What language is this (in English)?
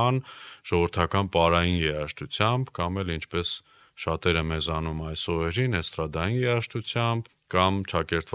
Armenian